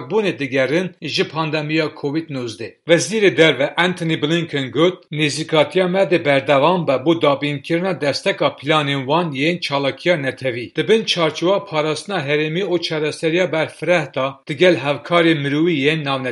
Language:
Kurdish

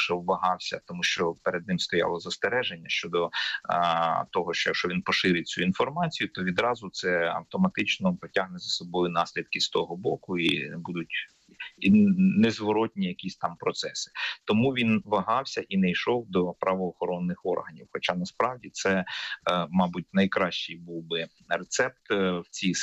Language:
Ukrainian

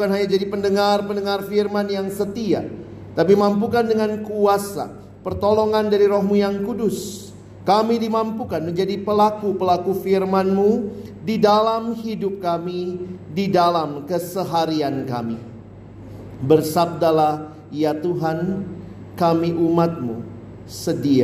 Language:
Indonesian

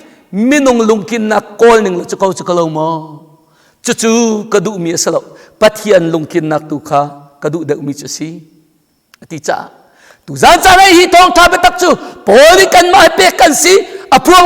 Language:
Hakha Chin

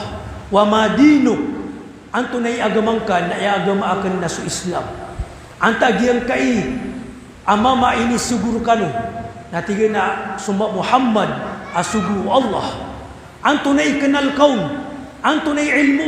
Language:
Maranao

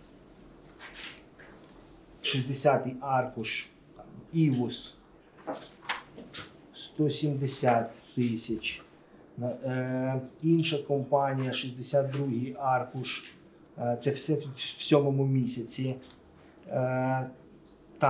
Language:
Ukrainian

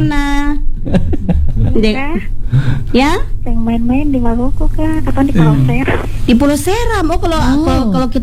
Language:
Indonesian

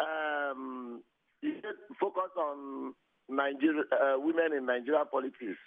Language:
Nigerian Pidgin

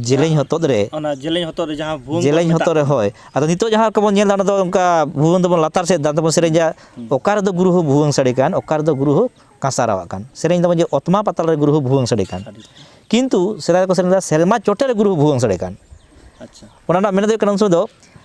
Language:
Santali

